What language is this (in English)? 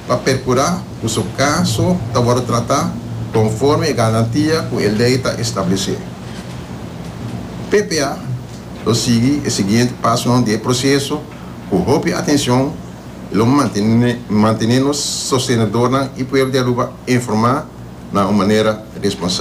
Portuguese